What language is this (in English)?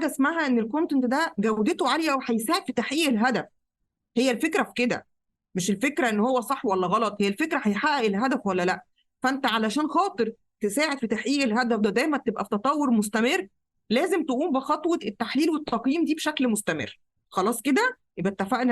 Egyptian Arabic